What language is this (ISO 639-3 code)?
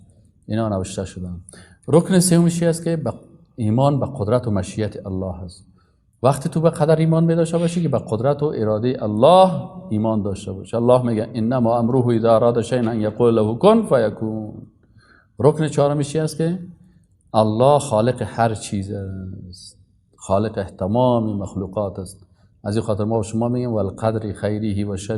fas